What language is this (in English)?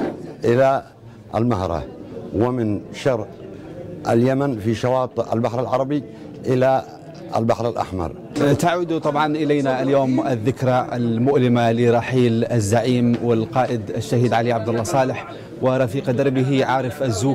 Arabic